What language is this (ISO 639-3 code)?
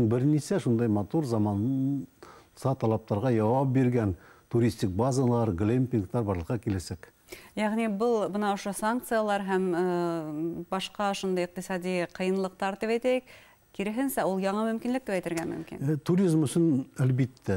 bak